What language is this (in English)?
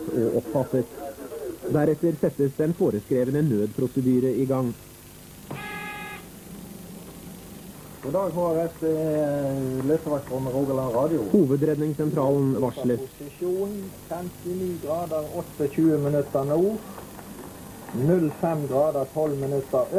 Norwegian